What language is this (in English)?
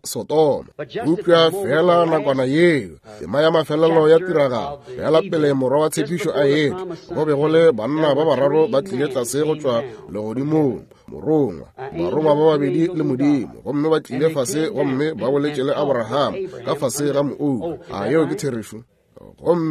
Northern Sotho